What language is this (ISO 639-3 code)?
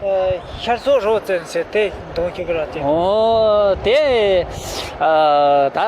bod